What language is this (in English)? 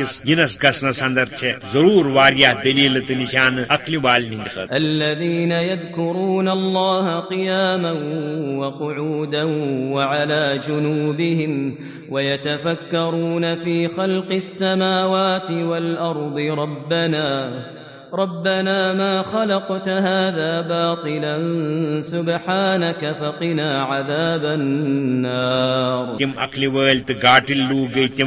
Kashmiri